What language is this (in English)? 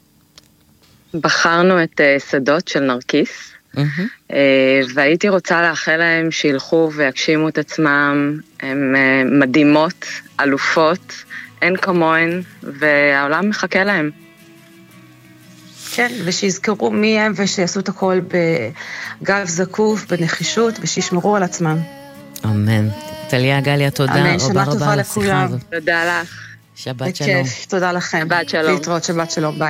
Hebrew